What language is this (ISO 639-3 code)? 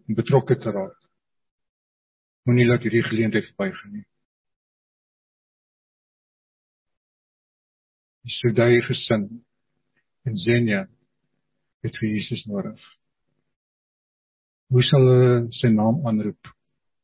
afr